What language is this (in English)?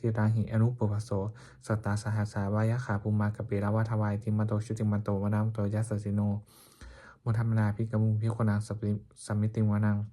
Pali